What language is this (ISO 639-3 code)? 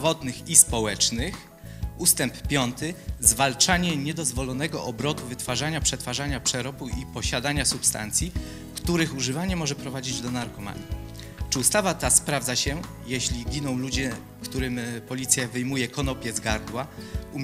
pol